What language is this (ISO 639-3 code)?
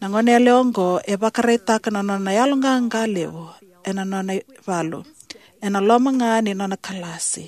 fij